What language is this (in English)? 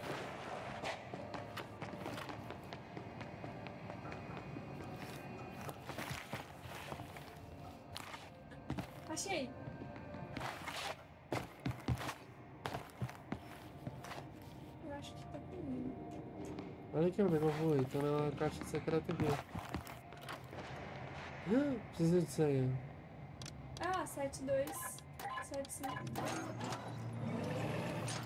Portuguese